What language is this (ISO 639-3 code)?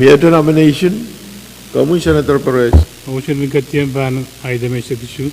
pon